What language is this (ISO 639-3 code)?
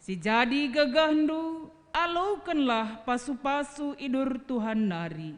btx